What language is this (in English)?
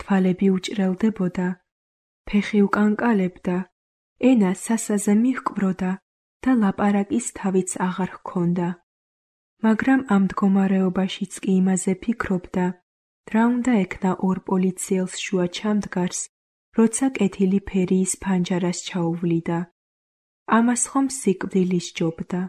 Georgian